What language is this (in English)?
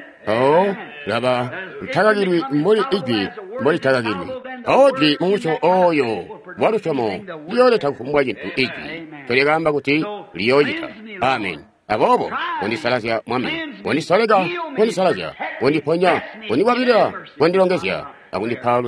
Tonga (Zambia)